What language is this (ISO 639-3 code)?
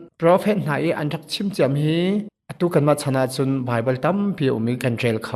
cnh